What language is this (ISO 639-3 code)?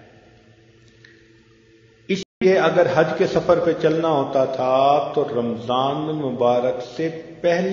urd